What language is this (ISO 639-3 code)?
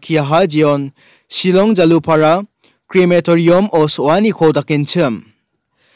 grt